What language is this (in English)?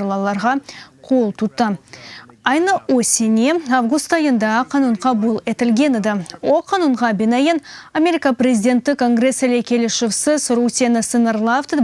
Crimean Tatar